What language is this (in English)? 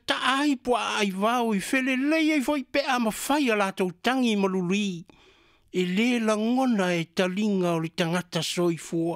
Samoan